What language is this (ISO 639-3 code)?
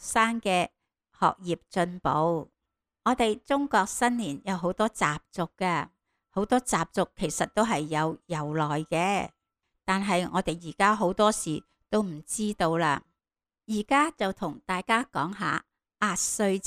yue